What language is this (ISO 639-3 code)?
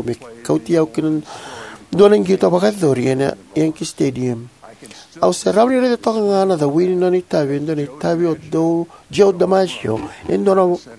fij